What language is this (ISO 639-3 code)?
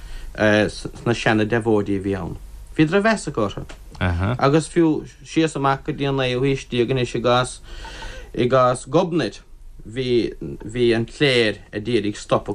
gle